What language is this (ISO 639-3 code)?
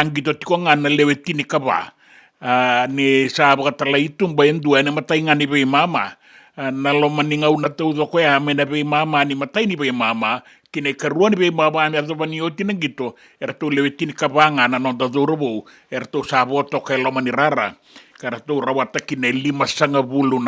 fij